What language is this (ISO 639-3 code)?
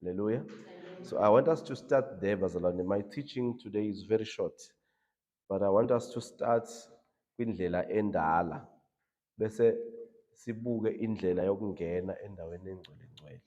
zul